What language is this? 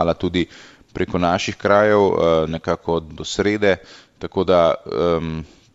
Slovenian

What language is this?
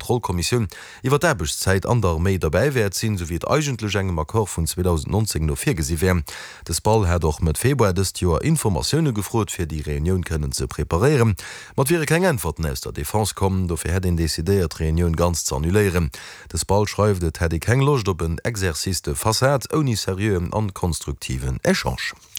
Luxembourgish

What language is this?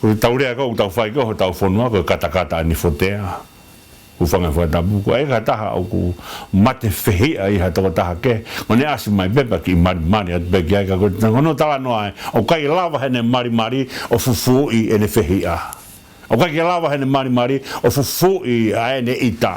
Tongan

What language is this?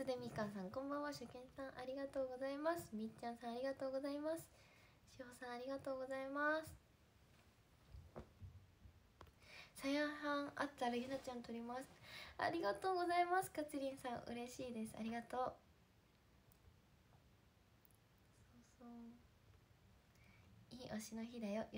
Japanese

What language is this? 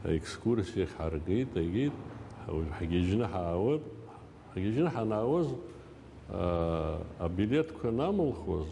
Abkhazian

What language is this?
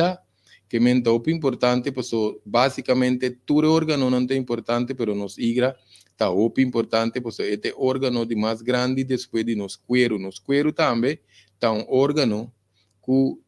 Papiamento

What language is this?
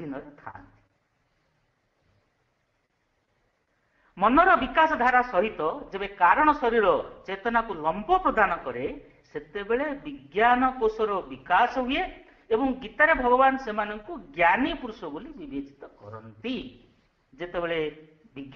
Odia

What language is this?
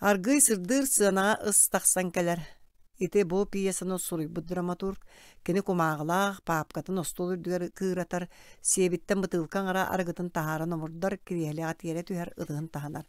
Yakut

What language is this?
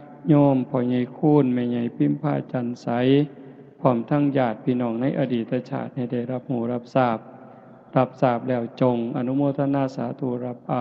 Northeastern Thai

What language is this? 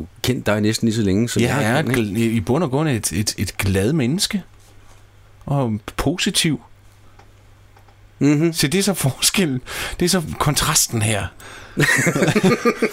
Danish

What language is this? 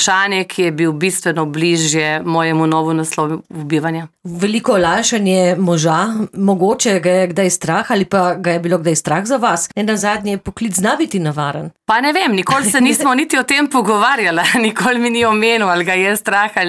Slovenian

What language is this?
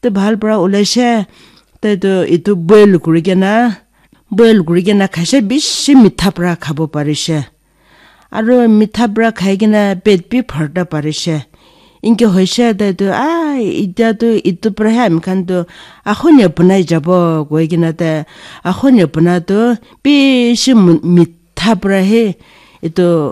Naga Pidgin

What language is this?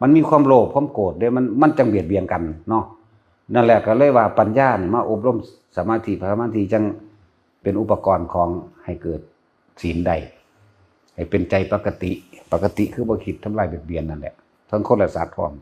Northeastern Thai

